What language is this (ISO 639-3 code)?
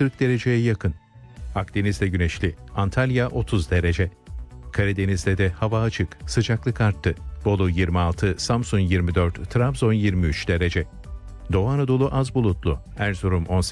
tur